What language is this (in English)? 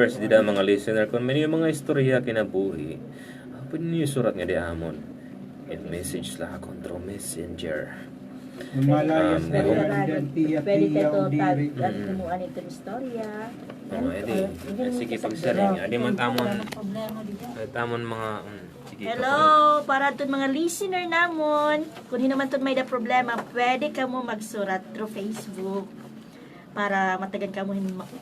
Waray